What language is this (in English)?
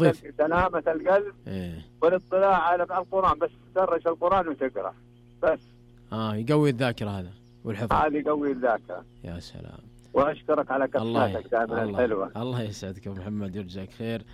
Najdi Arabic